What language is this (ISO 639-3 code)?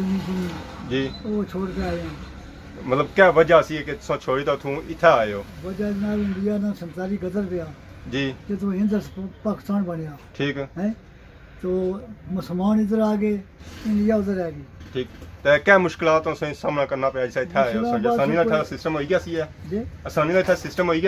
phr